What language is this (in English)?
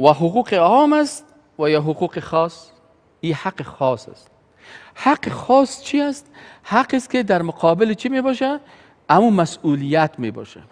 Persian